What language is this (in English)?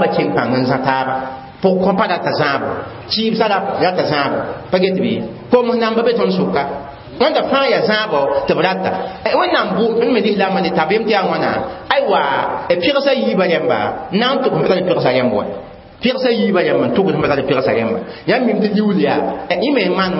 Mossi